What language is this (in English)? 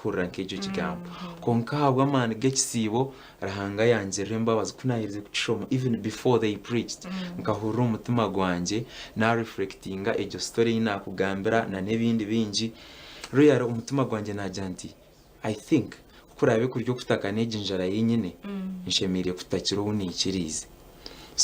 Nyankole